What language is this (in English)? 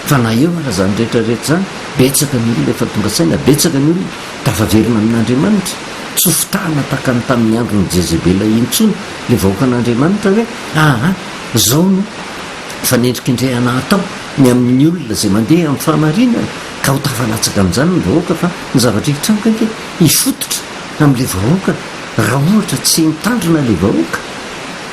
Malagasy